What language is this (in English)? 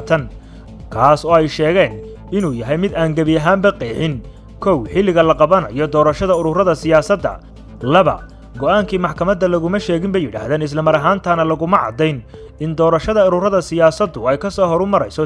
Somali